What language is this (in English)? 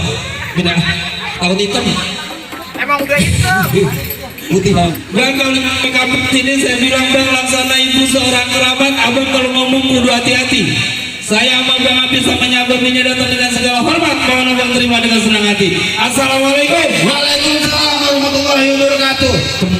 Betawi